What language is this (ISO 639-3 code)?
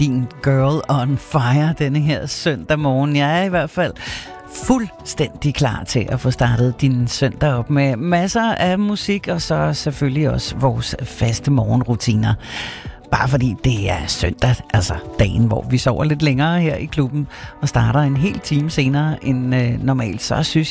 dan